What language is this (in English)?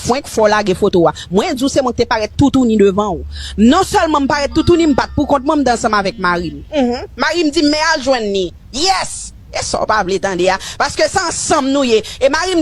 Haitian Creole